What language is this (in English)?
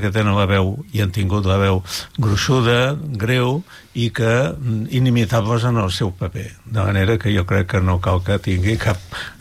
Catalan